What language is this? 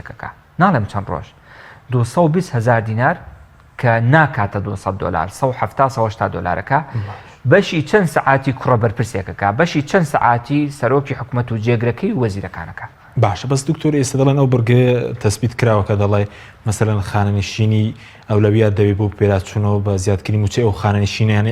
Central Kurdish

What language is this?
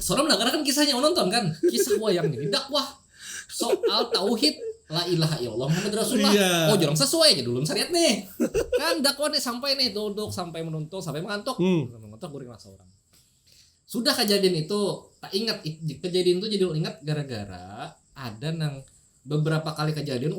Banjar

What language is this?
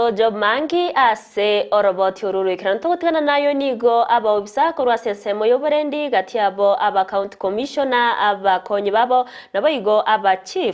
Gusii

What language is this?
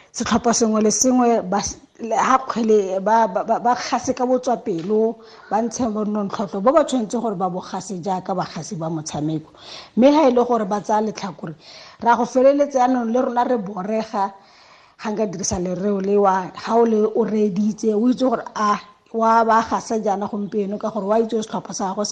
Tswana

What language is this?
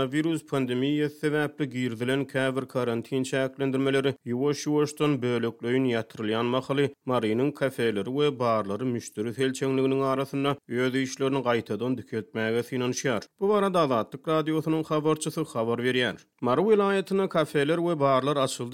Turkmen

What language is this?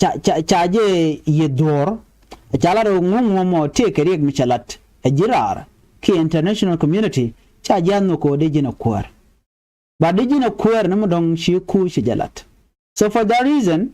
Nuer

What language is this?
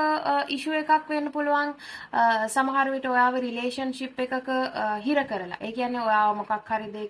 Sinhala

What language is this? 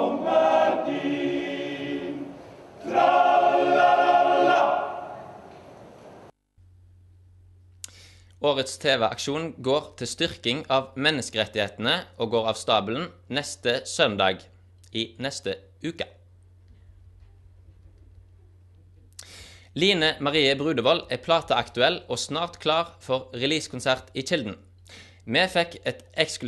Norwegian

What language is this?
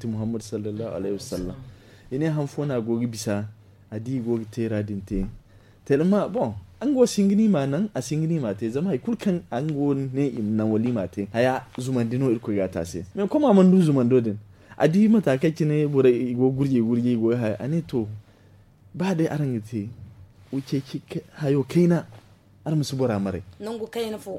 Zarma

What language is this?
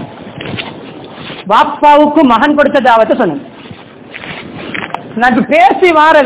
Tamil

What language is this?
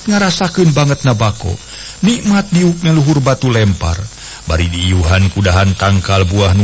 Sundanese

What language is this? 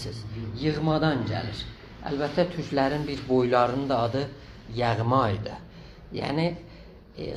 South Azerbaijani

